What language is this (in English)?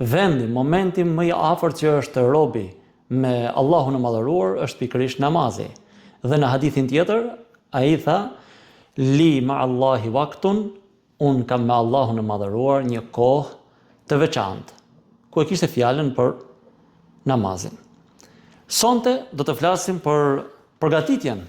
Albanian